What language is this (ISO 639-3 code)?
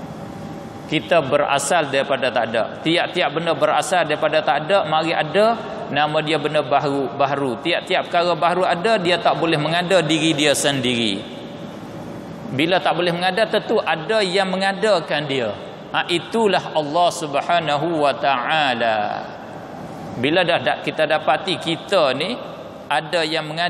msa